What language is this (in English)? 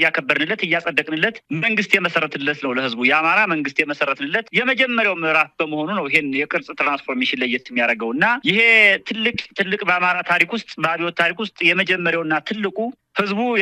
Amharic